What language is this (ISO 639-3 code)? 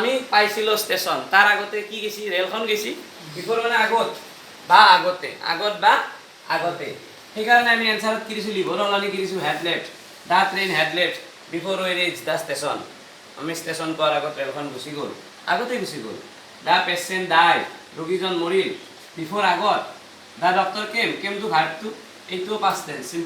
asm